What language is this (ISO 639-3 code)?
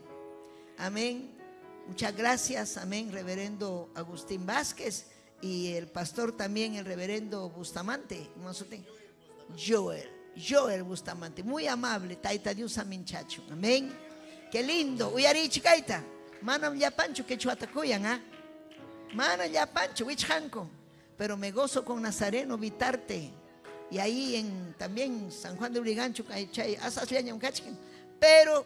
quy